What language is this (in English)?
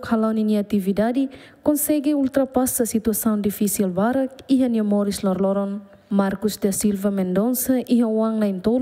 Tetum